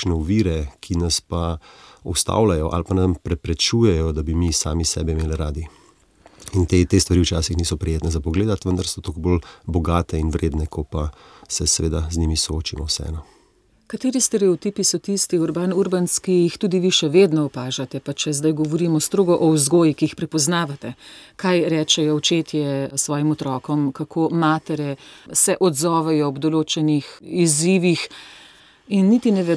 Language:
Slovenian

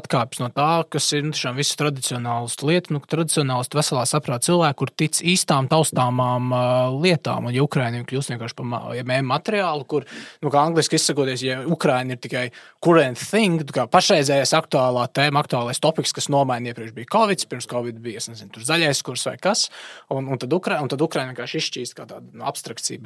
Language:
Latvian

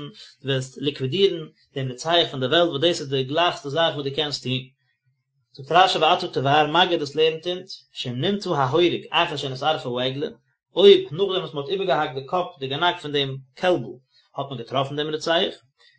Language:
Yiddish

